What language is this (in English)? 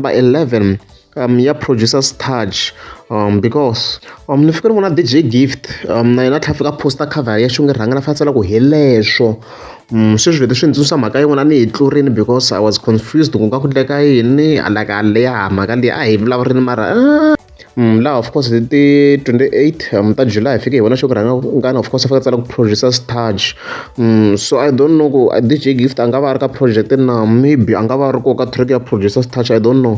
Tsonga